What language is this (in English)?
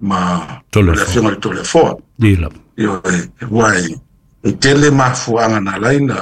Samoan